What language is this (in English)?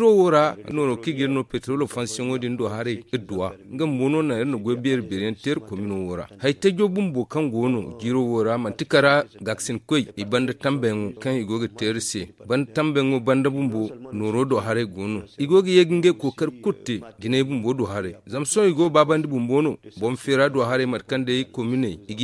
Zarma